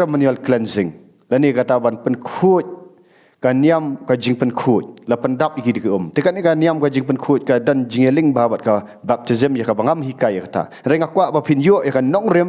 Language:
Khasi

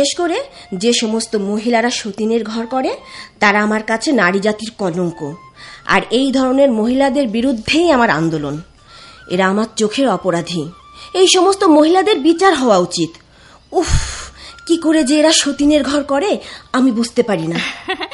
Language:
Bangla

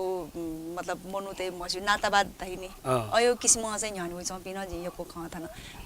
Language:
Newari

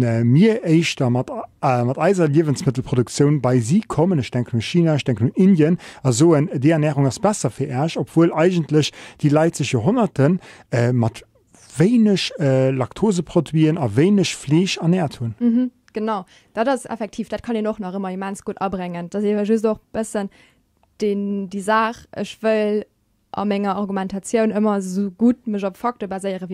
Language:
Luxembourgish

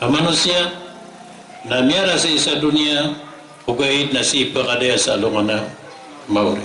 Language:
Maranao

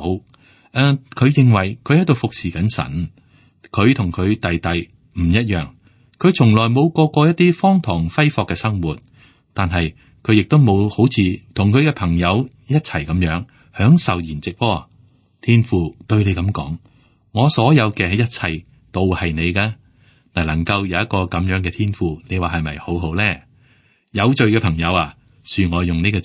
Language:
Cantonese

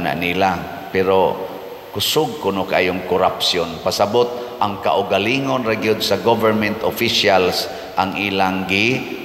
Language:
Cebuano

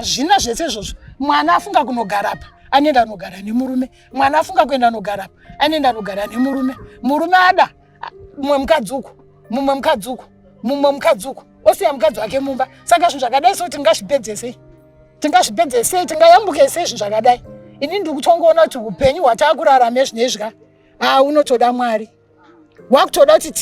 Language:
Shona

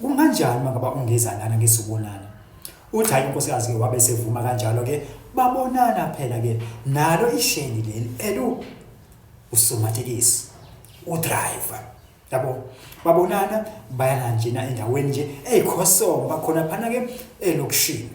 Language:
Zulu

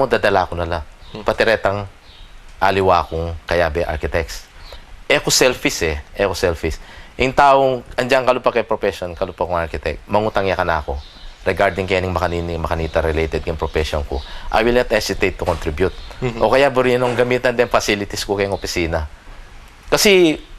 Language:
Pampanga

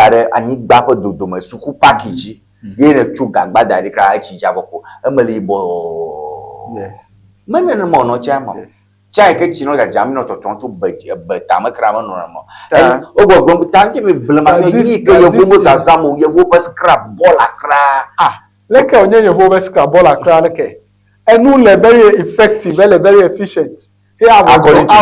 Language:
Ewe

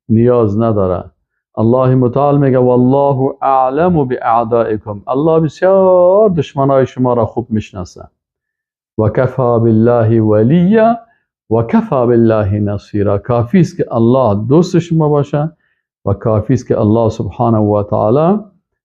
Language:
Persian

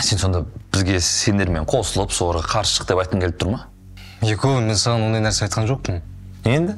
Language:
Kazakh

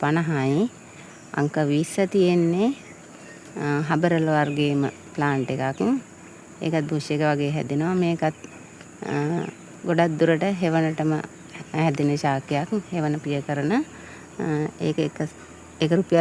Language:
Sinhala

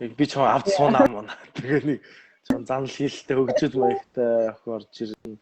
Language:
Mongolian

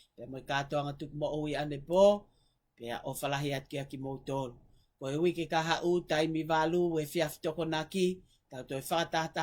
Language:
Tongan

